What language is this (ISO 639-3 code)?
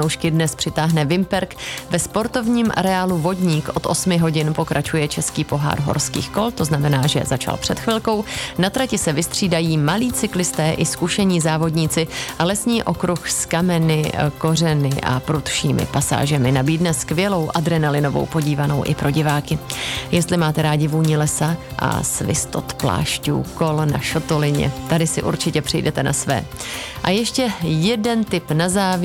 ces